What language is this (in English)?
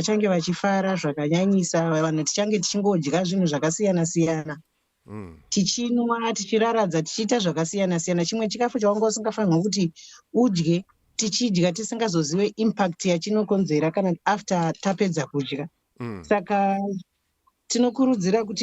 Shona